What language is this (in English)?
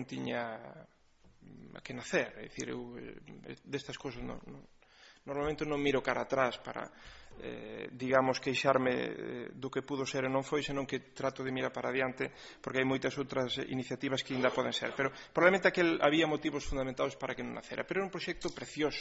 Galician